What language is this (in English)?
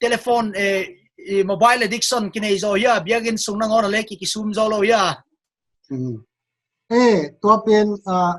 Paite Chin